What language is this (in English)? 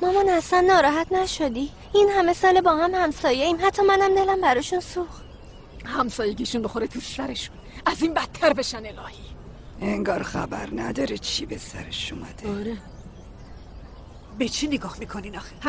Persian